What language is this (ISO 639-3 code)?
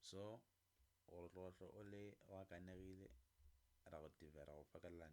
nso